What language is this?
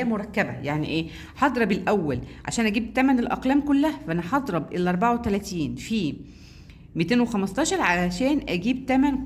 Egyptian Arabic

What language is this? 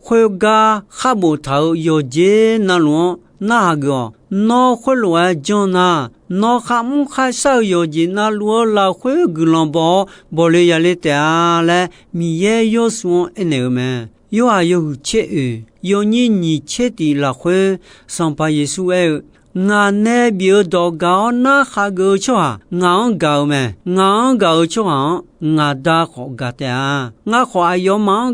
Akha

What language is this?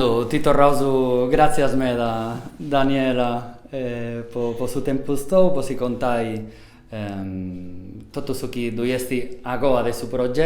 Sardinian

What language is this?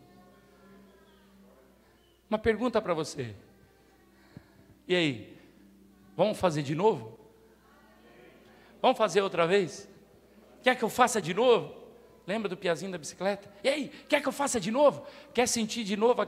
Portuguese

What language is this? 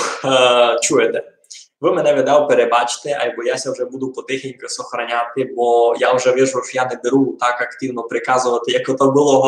Rusyn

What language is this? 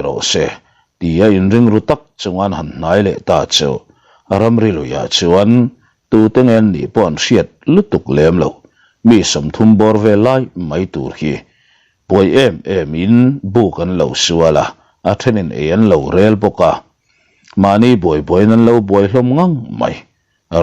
Mizo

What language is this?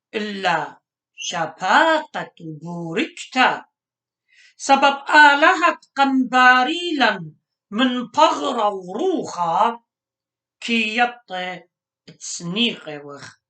Assyrian Neo-Aramaic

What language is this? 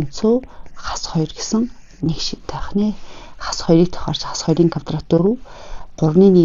Mongolian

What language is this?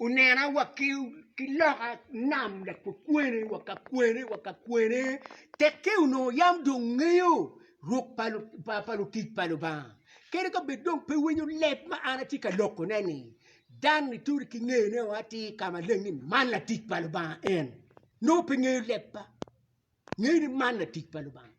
Acoli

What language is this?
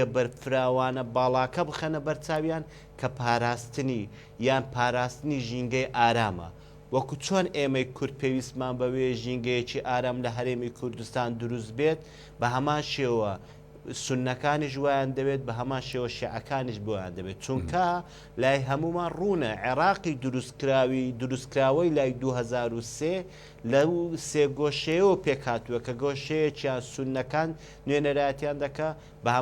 Central Kurdish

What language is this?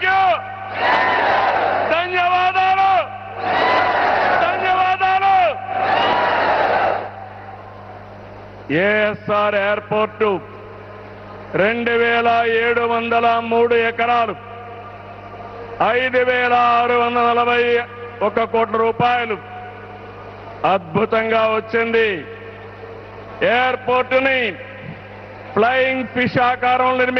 Telugu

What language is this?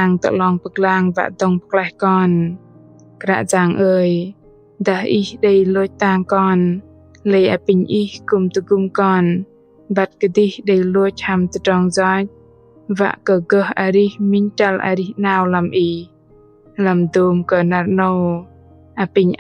Bahnar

